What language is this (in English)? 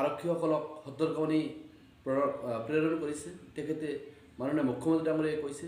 Assamese